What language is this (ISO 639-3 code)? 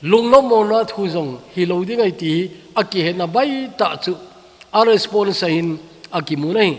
tcz